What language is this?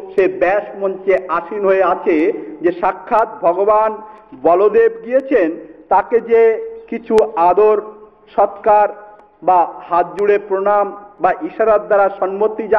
Bangla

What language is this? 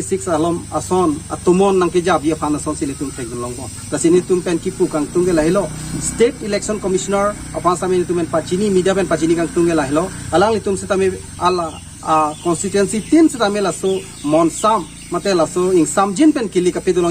Karbi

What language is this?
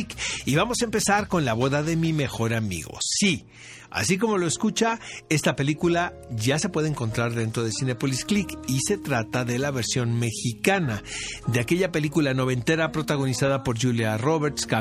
Spanish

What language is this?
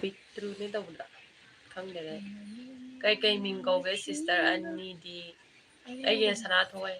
Manipuri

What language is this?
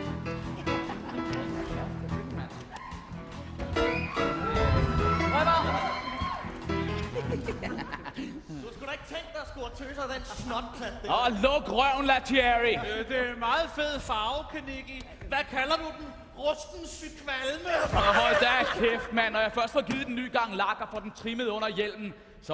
Danish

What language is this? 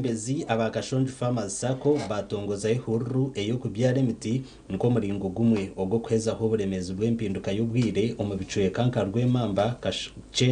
Nyankole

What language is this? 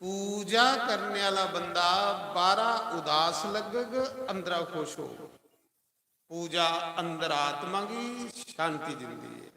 Dogri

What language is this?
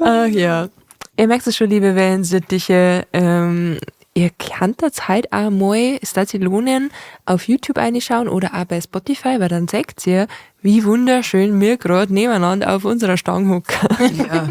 Bavarian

